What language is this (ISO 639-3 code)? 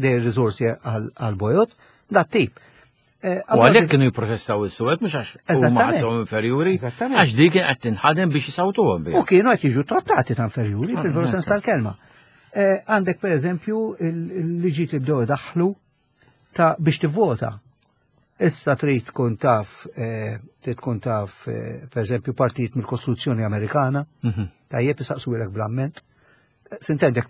mlt